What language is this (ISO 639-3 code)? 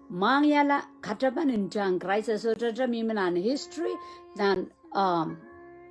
pon